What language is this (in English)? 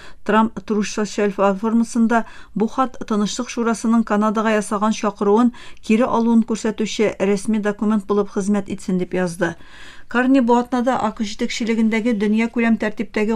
Tatar